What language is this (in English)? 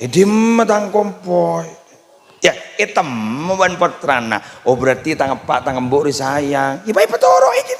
Madurese